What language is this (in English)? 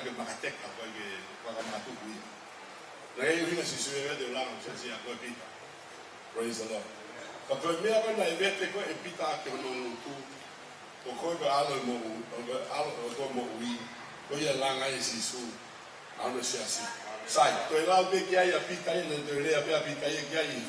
Tongan